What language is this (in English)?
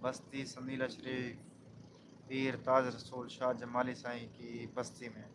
Saraiki